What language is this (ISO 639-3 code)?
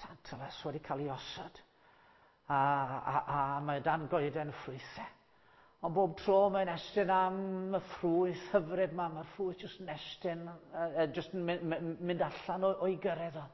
cym